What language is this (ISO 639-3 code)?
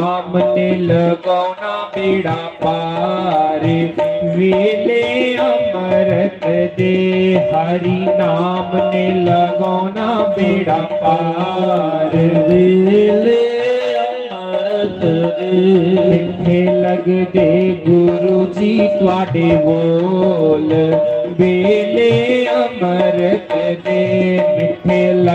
doi